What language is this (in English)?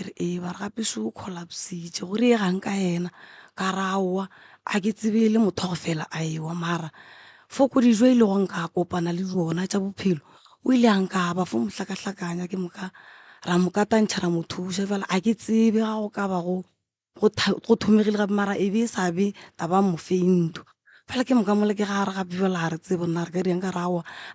Northern Sotho